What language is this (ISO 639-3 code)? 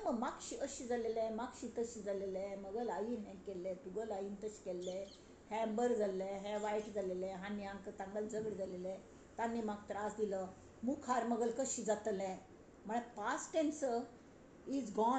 kok